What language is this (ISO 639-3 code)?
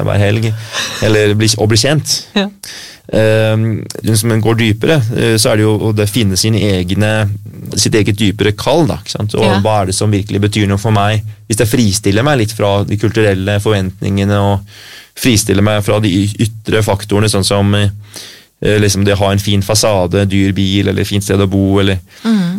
nor